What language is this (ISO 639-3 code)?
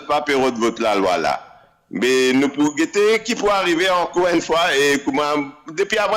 mfe